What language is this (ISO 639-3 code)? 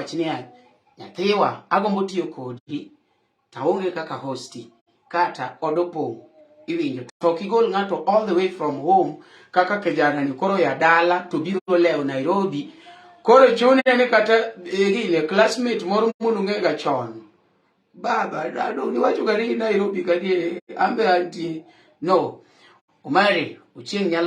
luo